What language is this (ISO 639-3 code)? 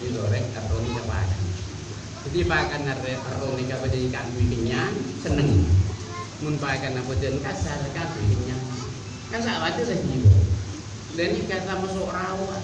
mad